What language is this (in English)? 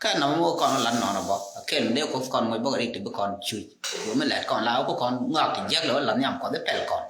Nuer